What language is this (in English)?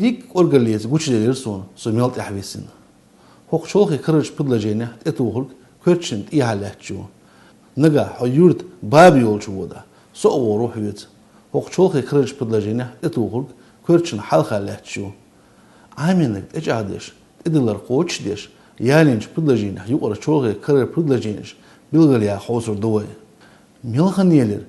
Chechen